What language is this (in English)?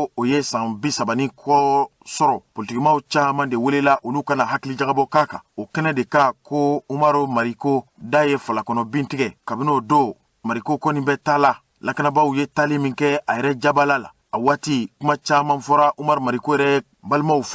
Bambara